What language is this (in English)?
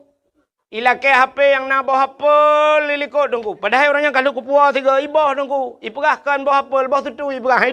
Achinese